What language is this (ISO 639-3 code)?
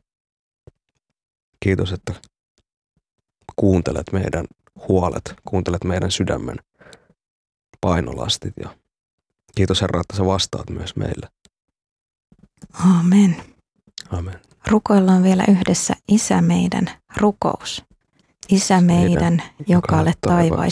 fin